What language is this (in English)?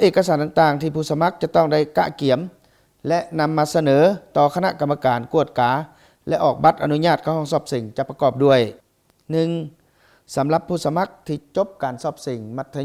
Lao